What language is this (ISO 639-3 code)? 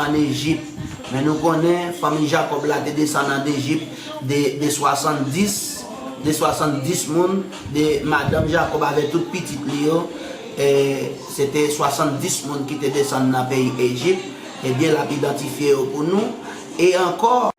hat